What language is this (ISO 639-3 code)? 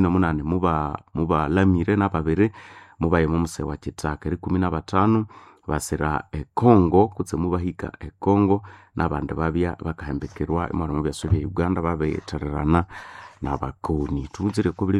nnb